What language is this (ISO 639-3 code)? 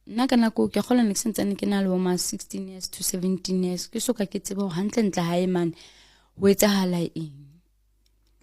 sot